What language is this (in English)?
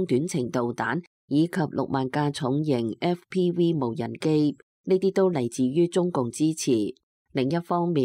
Cantonese